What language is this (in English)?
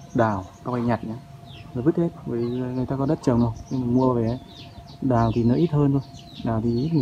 Vietnamese